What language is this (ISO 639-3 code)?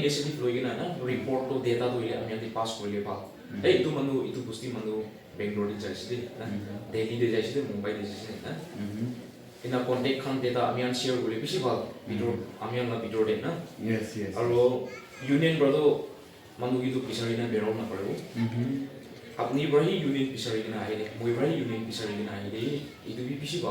nag